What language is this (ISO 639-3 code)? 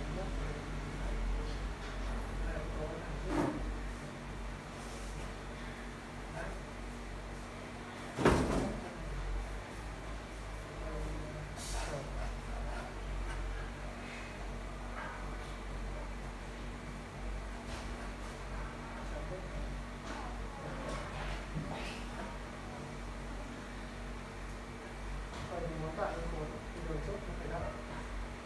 vie